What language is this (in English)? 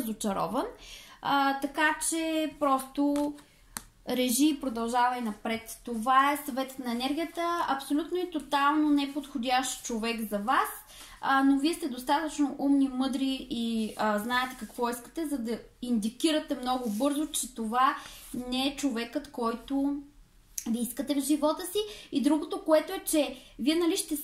Bulgarian